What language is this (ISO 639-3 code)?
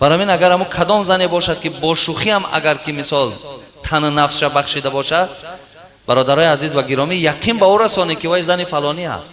tgk